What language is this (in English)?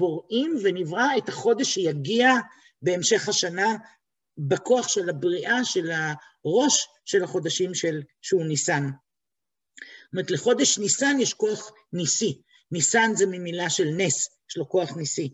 Hebrew